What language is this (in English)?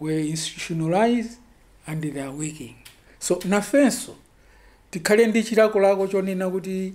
Nyanja